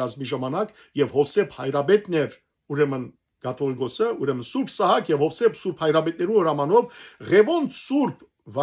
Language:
Western Armenian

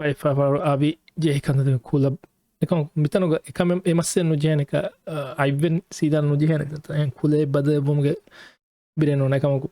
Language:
Divehi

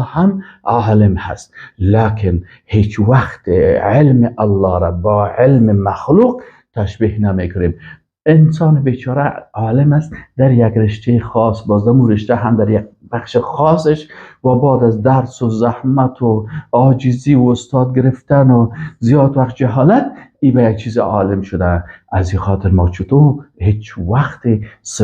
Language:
Persian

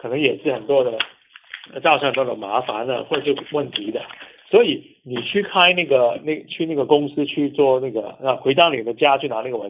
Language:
Chinese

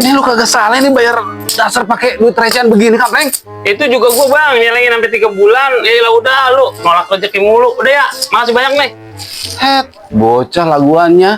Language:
Betawi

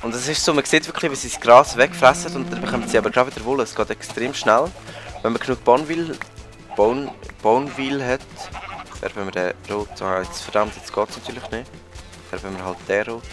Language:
Swiss German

